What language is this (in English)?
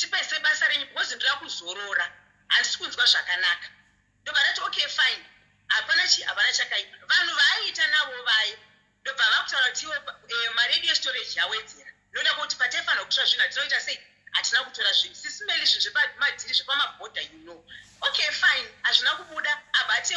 Shona